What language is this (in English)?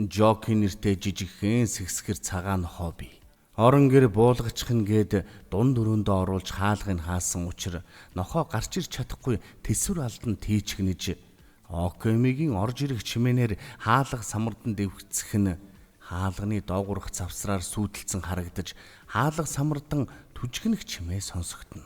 Mongolian